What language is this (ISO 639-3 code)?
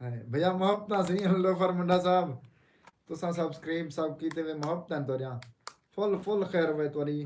skr